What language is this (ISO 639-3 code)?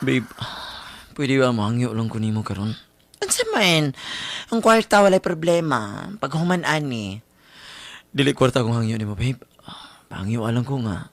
ceb